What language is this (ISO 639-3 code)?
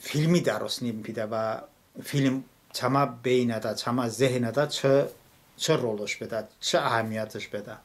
tly